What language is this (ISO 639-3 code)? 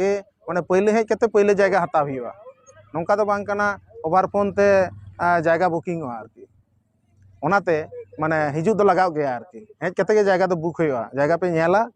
sat